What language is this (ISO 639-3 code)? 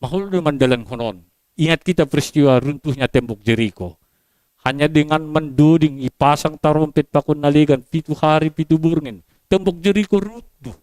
bts